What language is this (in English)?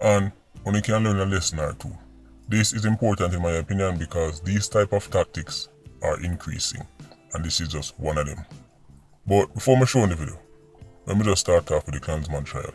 Jamaican Creole English